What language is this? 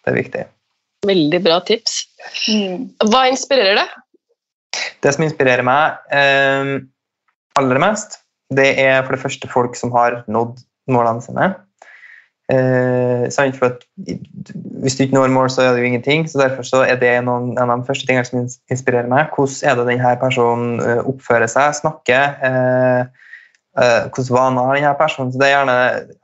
Norwegian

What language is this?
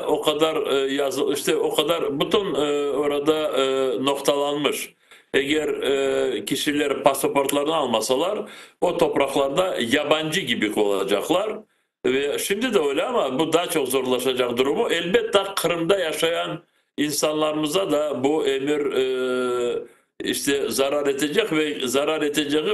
Crimean Tatar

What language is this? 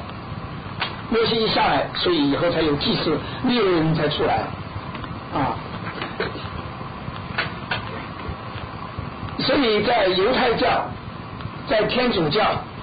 Chinese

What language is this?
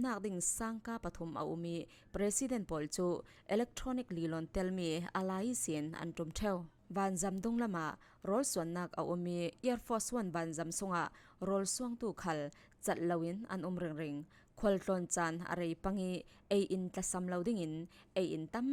Falam Chin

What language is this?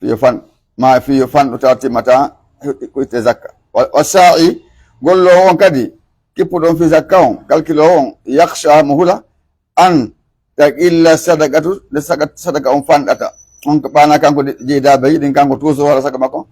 Pular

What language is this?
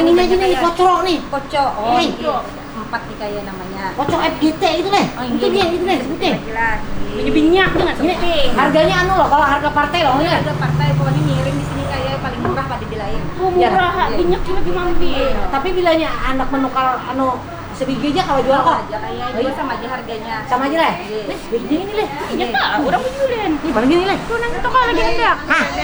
Banjar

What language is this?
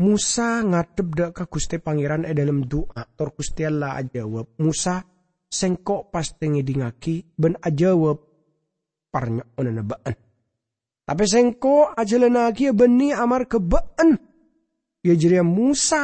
Madurese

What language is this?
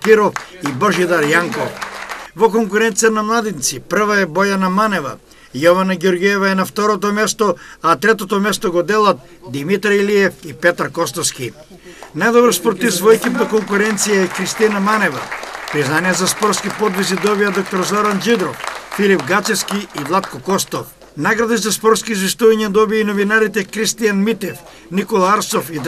Macedonian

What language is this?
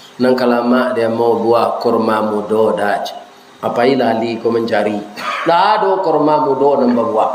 Minangkabau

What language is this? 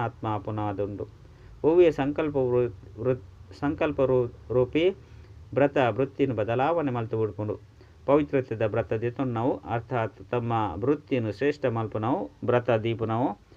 Tulu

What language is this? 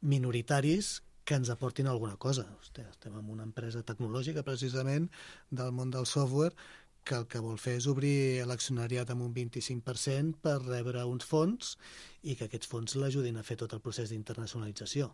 Catalan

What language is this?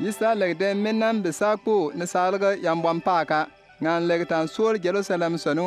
Bimoba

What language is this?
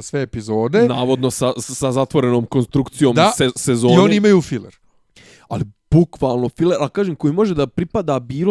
Bosnian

